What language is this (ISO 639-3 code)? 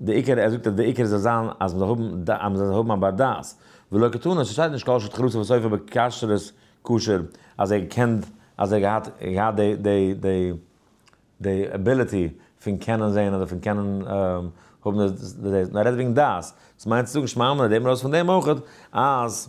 yid